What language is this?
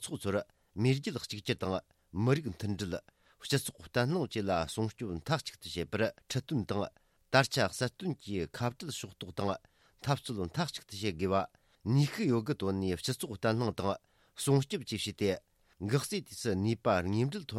Tibetan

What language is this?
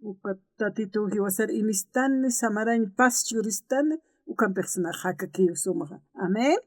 Aymara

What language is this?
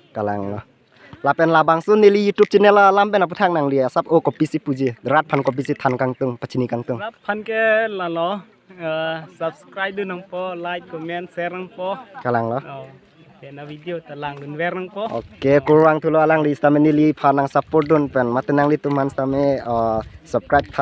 Karbi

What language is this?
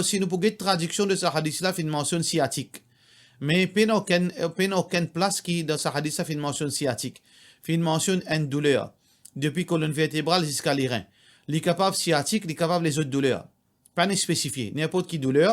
Morisyen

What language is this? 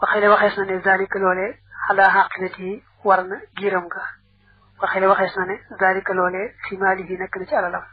Wolof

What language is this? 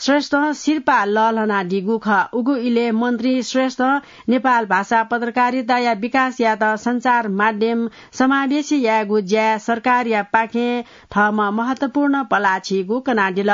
Newari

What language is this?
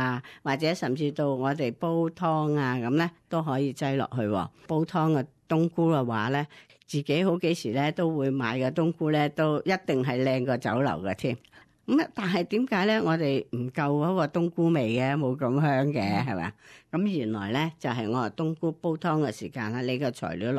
Cantonese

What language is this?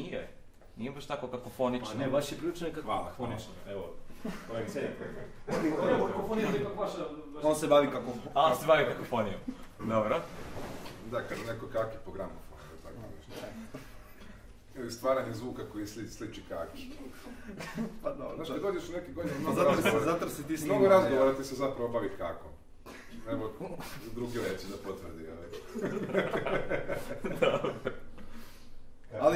Serbian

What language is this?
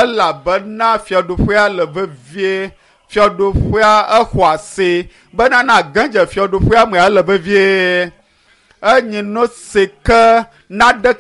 Ewe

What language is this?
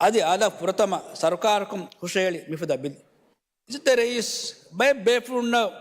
Divehi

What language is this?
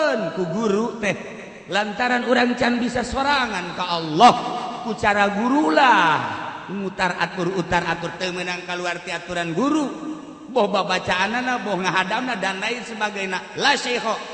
Sundanese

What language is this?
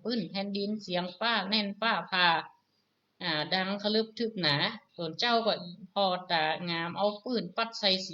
Northern Thai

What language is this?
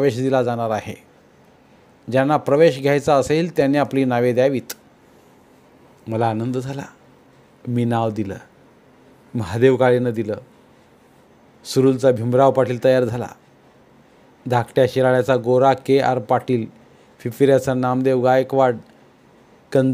Marathi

